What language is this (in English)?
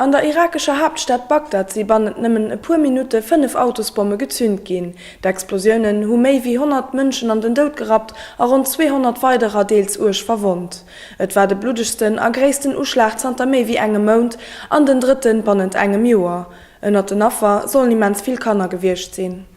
Luxembourgish